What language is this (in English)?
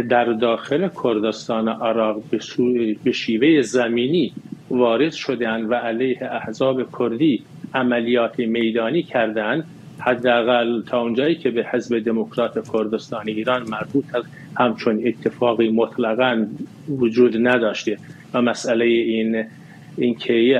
Persian